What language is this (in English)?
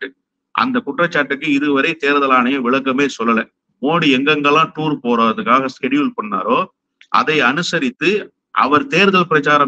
Tamil